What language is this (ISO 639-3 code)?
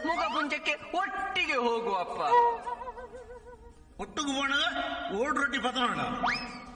kan